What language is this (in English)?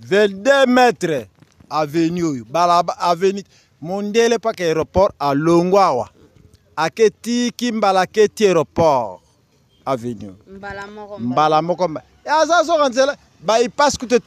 Lingala